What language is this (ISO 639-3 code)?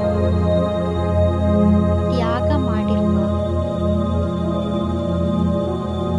kan